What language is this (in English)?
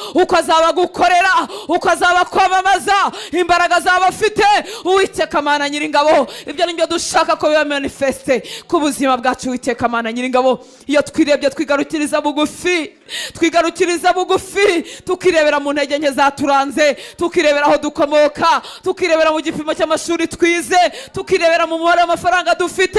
Kinyarwanda